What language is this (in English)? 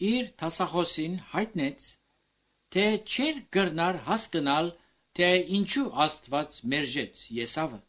Armenian